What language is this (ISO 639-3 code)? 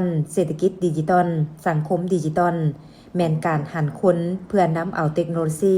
lao